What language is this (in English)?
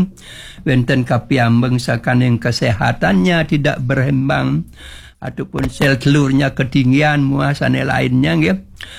Balinese